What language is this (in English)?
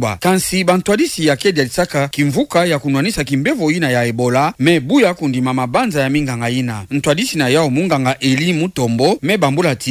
Kituba (Democratic Republic of Congo)